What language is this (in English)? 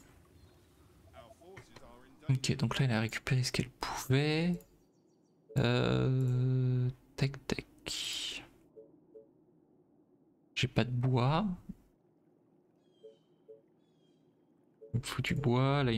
French